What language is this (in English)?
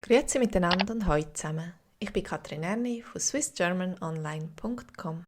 Swiss German